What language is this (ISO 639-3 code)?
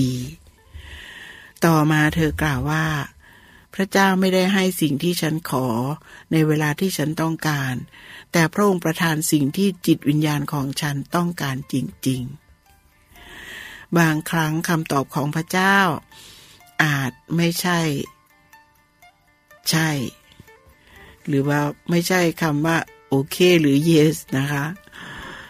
tha